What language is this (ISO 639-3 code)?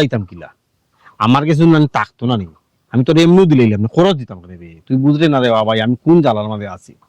syl